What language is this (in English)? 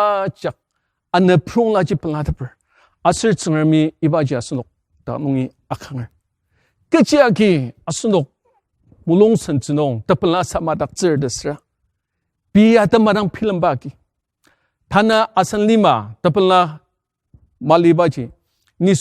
Ao Naga